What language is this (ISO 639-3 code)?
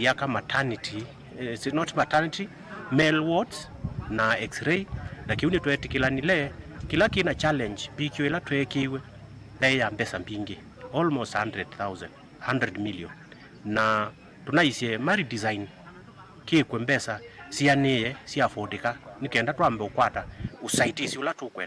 kam